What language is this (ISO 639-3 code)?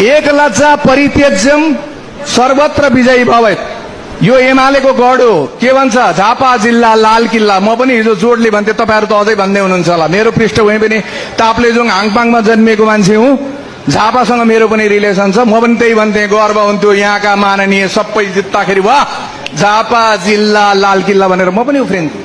nep